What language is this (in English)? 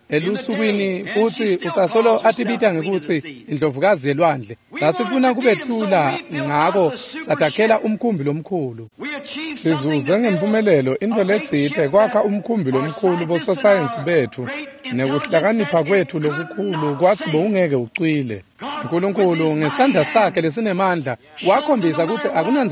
Swati